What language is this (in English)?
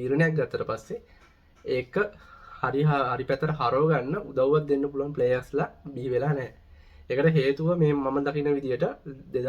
Sinhala